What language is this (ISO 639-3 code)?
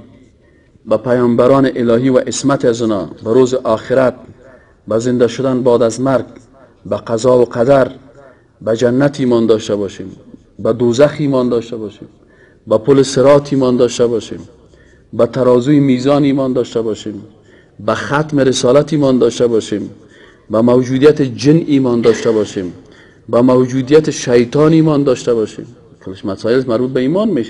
fas